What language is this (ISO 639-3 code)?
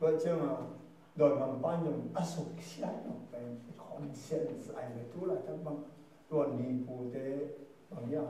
ctd